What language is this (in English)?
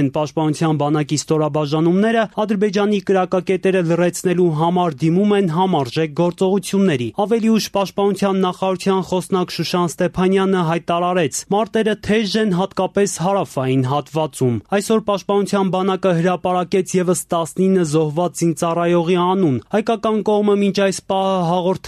Armenian